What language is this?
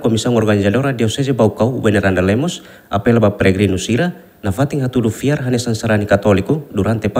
Tetum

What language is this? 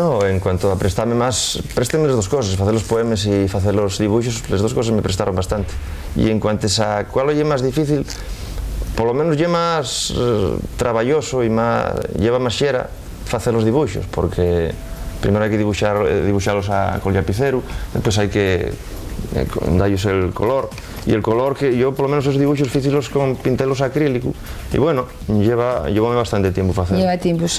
Asturian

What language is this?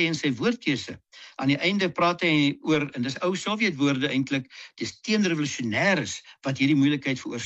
Afrikaans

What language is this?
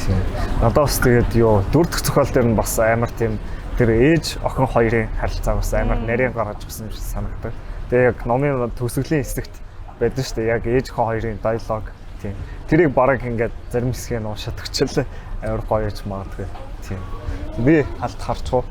Mongolian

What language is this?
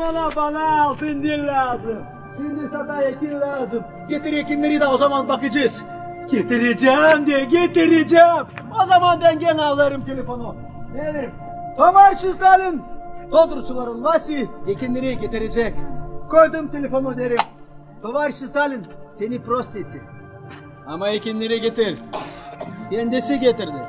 Gagauz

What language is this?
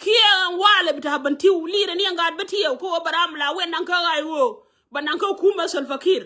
Nuer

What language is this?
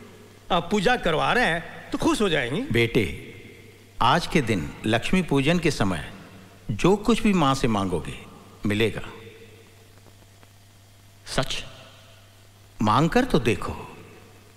Hindi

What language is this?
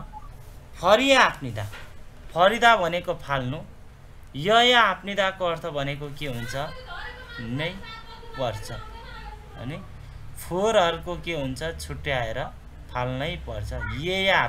Nepali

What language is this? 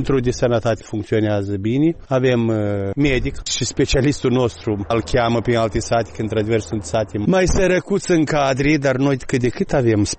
Romanian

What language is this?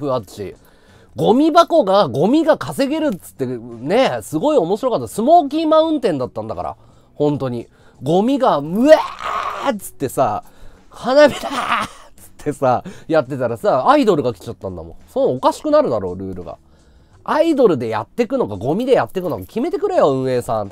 Japanese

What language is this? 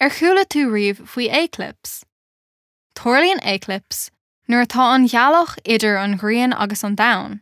Irish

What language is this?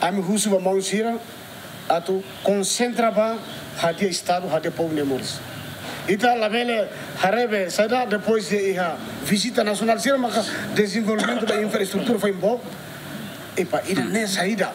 Tetum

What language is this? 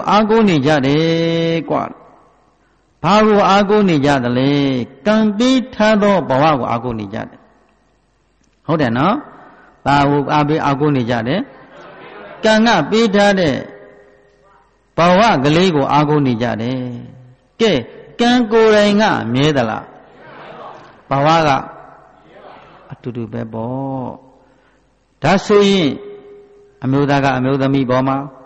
Burmese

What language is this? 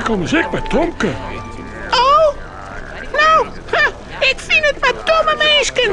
Western Frisian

